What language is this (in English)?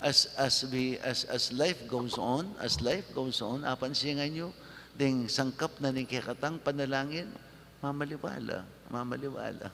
Pampanga